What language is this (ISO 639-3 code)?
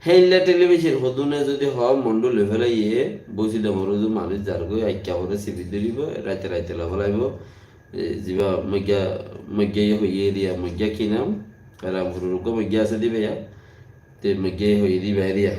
rhg